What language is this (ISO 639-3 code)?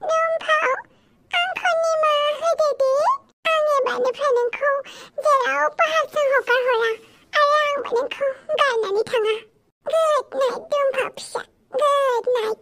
brx